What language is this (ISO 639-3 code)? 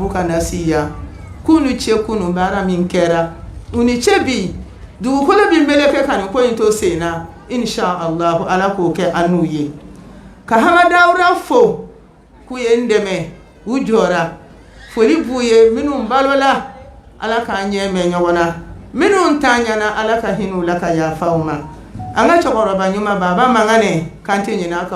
bam